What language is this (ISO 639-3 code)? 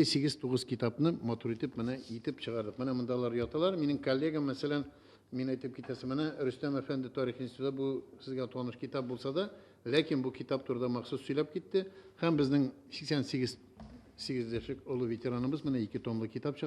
tat